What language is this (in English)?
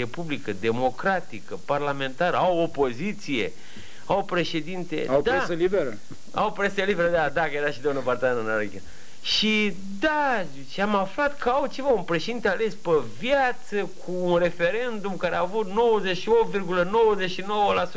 Romanian